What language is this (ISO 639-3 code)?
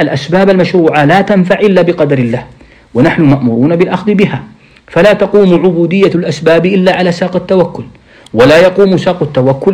ara